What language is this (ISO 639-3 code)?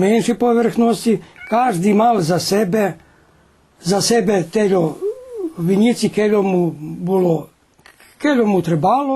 rue